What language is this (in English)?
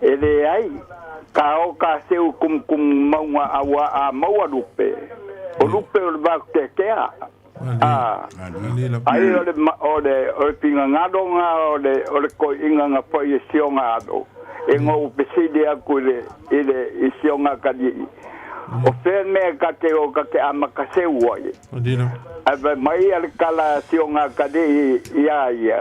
Samoan